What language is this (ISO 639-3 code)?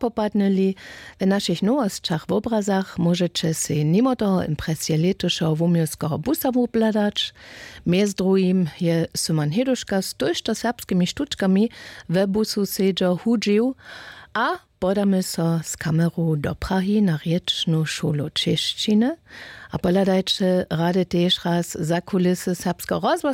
hsb